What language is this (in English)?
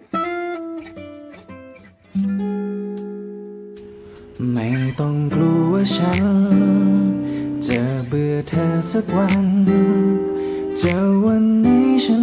Thai